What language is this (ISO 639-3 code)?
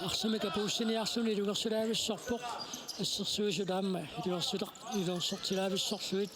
kal